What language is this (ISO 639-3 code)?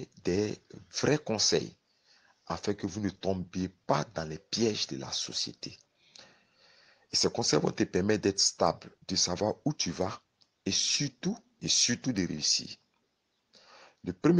fra